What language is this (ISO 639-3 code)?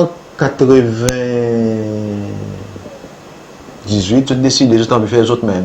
crs